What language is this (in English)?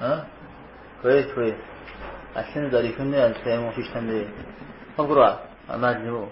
Kabardian